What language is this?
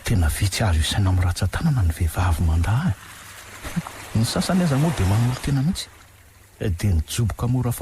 Malagasy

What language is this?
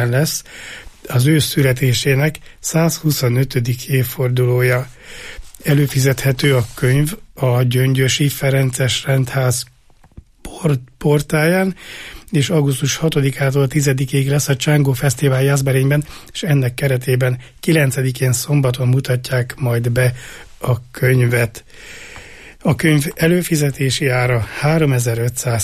Hungarian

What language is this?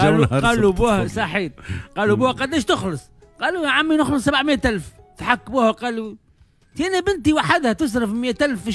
Tunisian Arabic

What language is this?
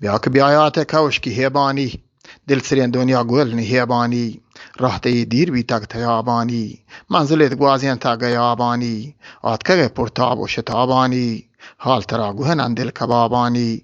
Eastern Balochi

